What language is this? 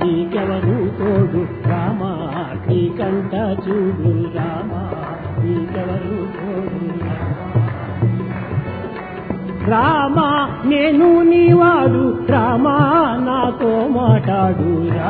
Telugu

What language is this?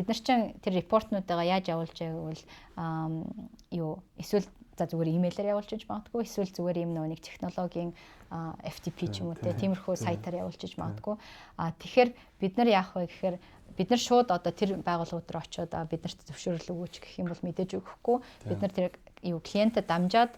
Mongolian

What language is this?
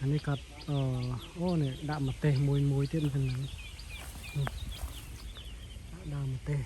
Khmer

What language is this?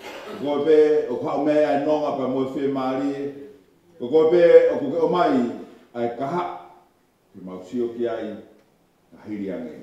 Tongan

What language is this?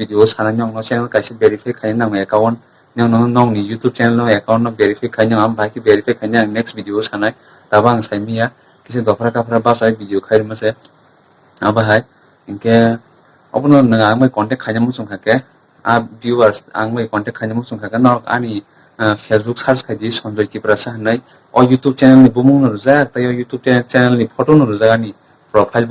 Kok Borok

